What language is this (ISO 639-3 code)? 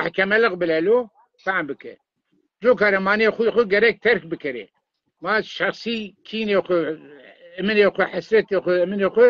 zza